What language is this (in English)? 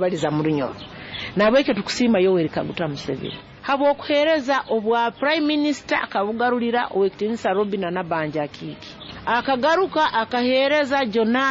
Nyoro